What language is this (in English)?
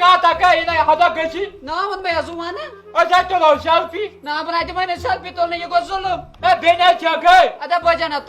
Kashmiri